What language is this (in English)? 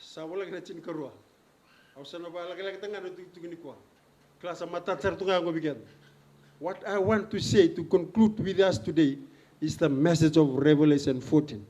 Fijian